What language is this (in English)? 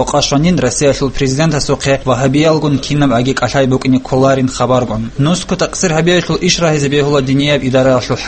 Avaric